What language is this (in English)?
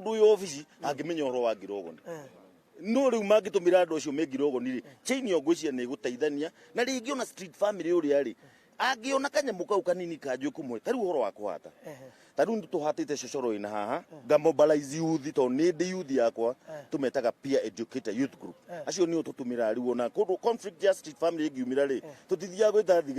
Kikuyu